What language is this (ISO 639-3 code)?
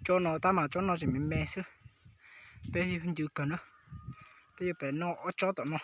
hmn